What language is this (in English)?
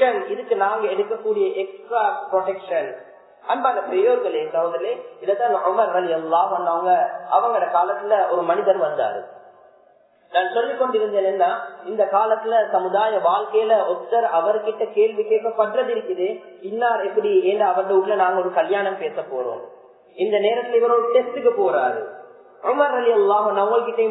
Tamil